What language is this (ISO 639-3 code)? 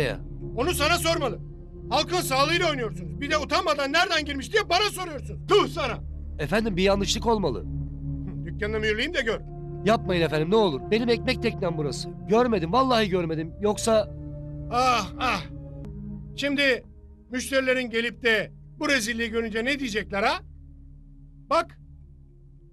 tur